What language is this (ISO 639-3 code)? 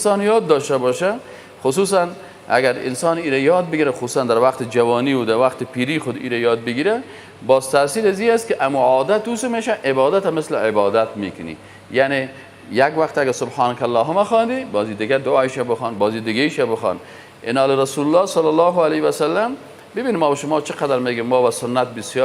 fas